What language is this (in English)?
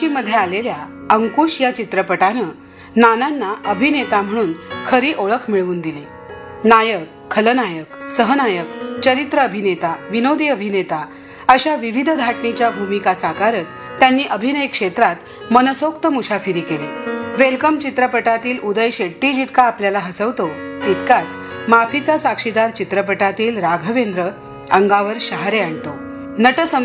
Marathi